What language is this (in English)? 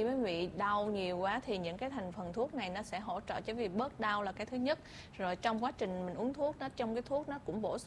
Vietnamese